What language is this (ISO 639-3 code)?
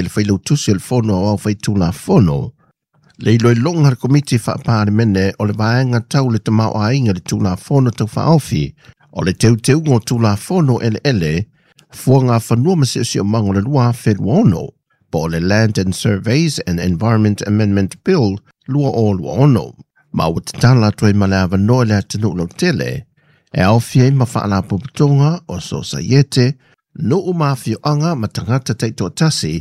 smo